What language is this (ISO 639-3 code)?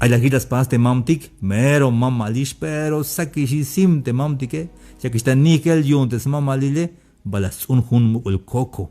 tzh